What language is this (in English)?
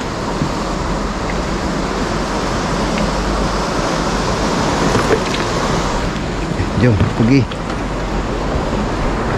Malay